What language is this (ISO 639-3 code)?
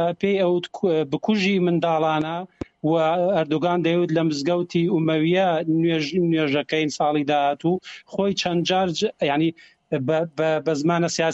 ckb